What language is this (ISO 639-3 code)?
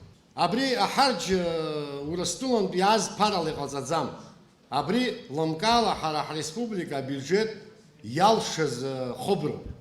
abk